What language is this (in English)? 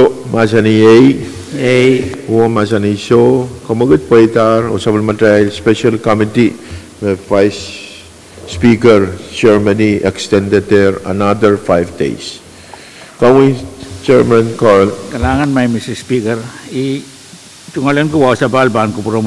Pohnpeian